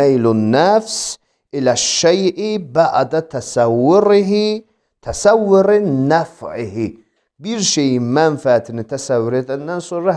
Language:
Azerbaijani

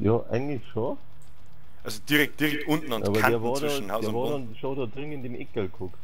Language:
Bavarian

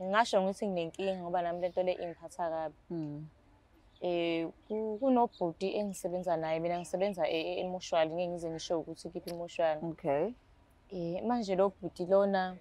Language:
Zulu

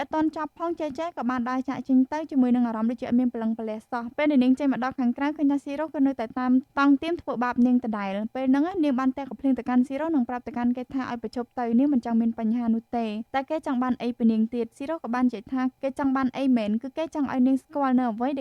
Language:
Khmer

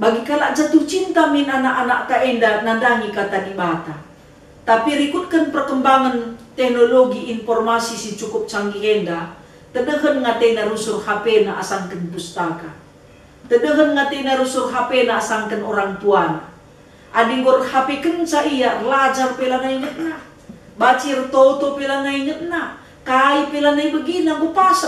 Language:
Batak Karo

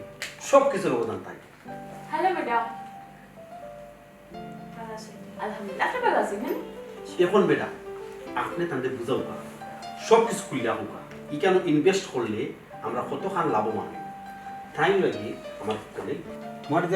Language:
Sylheti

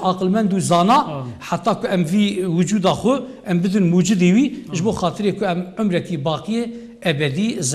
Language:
Kurdish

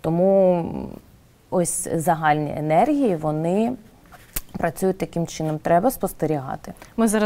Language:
Ukrainian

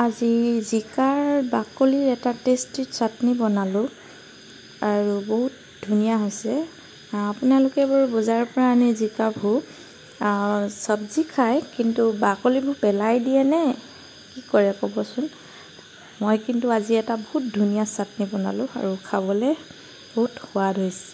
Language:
Assamese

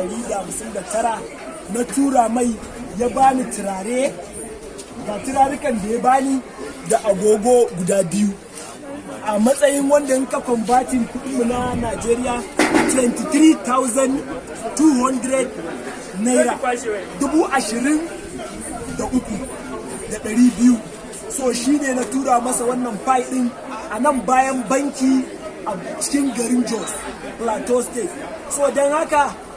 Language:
Hausa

